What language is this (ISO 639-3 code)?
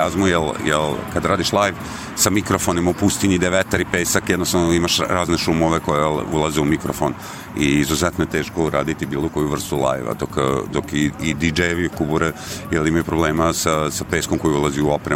srp